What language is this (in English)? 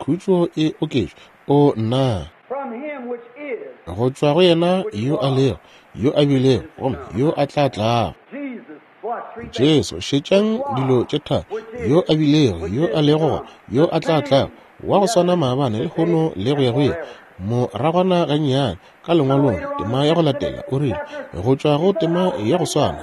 Northern Sotho